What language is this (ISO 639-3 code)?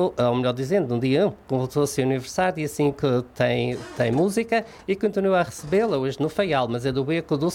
por